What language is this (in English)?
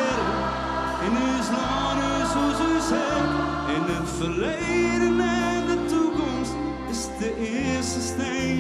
Western Frisian